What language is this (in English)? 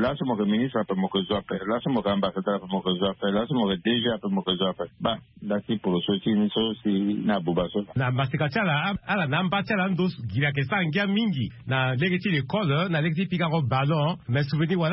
Sango